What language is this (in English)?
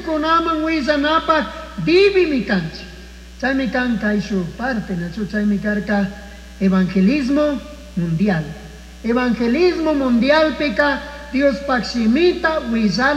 Chimborazo Highland Quichua